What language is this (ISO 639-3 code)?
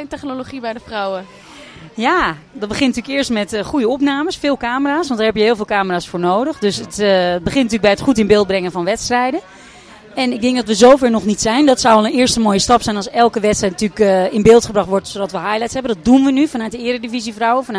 nld